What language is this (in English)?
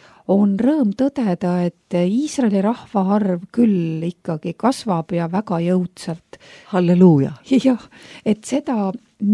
Estonian